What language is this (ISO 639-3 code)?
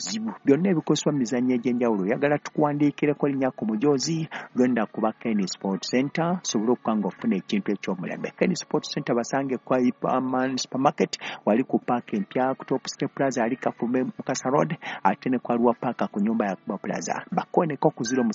lug